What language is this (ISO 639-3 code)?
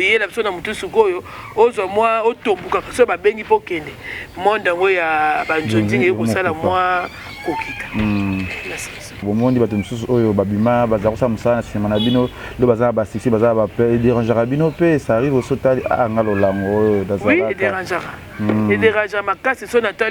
lin